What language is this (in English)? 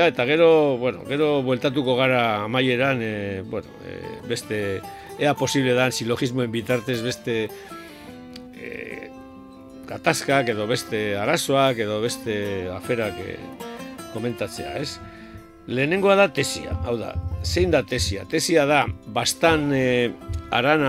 Basque